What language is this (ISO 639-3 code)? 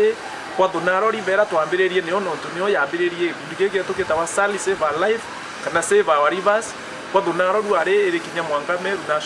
mer